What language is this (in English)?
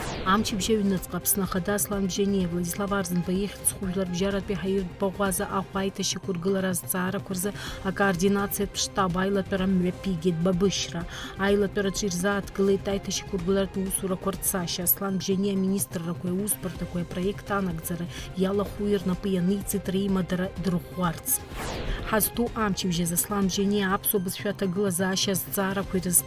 Abkhazian